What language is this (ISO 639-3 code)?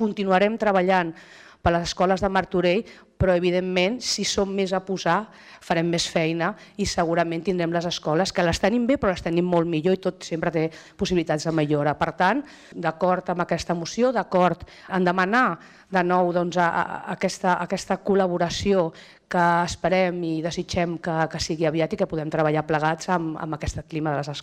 cat